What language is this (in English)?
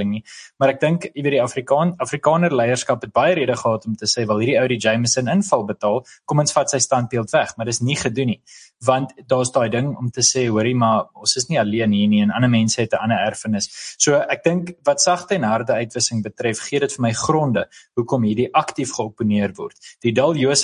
Afrikaans